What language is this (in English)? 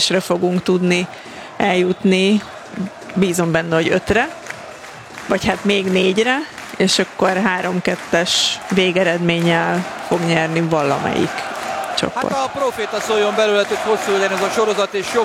Hungarian